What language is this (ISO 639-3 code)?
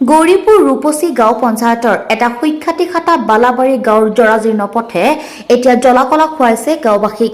asm